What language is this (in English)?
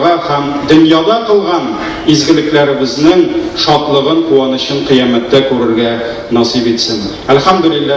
Tatar